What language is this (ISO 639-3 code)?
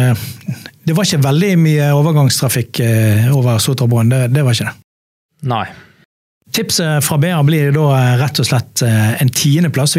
nor